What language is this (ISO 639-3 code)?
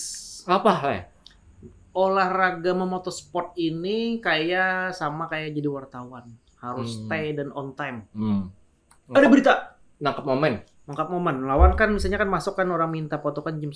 bjn